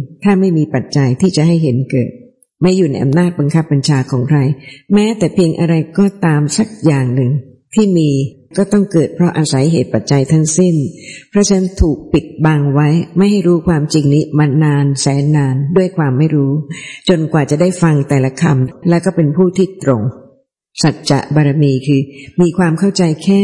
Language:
Thai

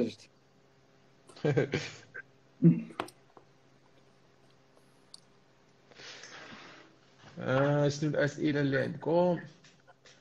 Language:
Moroccan Arabic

